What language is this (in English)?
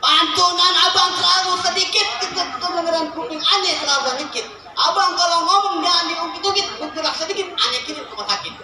Betawi